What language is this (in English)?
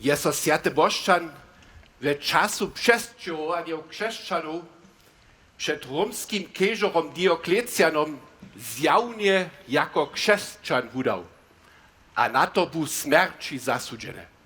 Upper Sorbian